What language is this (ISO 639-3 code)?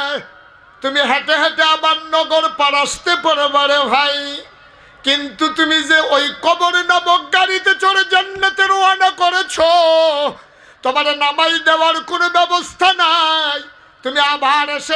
ben